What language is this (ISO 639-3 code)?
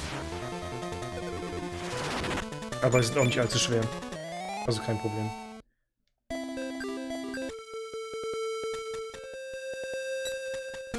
deu